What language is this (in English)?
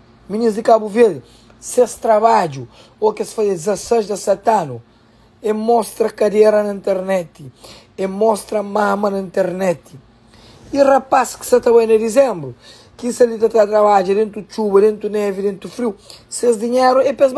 Kabuverdianu